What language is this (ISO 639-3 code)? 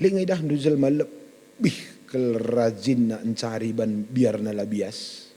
btx